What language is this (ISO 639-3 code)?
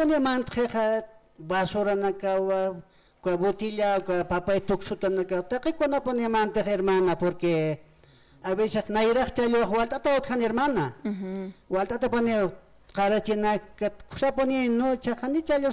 aym